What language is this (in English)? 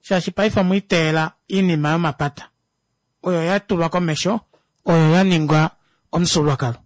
Kuanyama